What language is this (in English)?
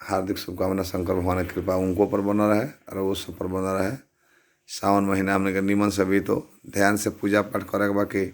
Bhojpuri